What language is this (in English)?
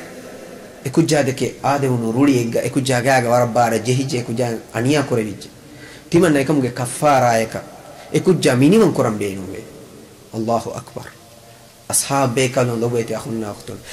Divehi